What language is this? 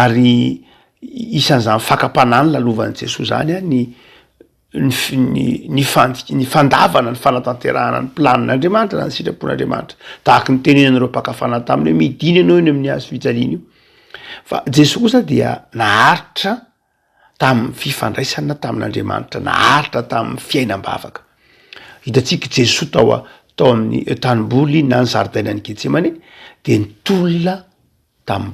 Malagasy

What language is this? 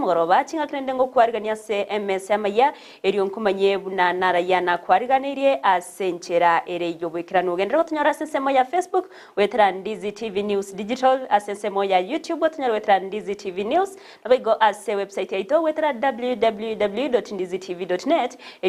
Gusii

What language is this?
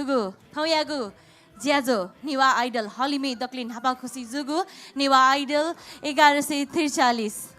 Newari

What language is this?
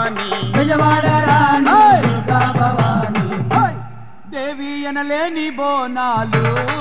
Telugu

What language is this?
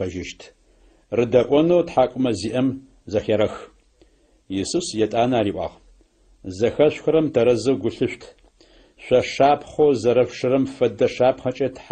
Adyghe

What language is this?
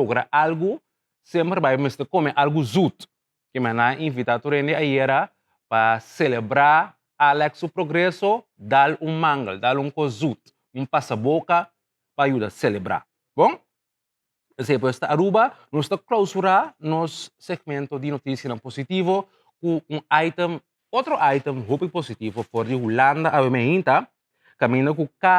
Papiamento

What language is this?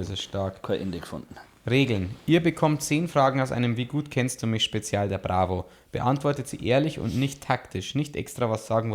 Bavarian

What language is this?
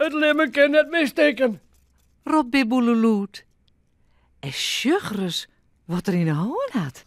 Western Frisian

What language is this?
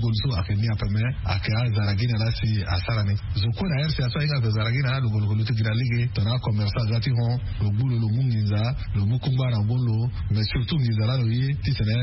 Sango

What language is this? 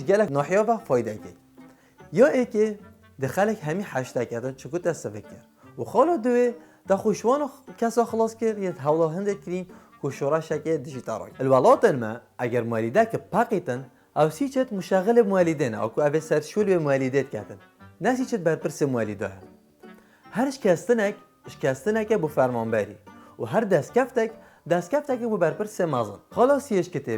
Kurdish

